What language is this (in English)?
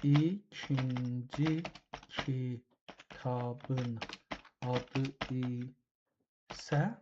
South Azerbaijani